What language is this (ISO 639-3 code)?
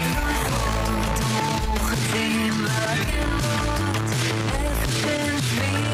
heb